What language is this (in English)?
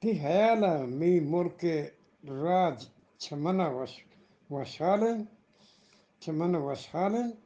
Eastern Balochi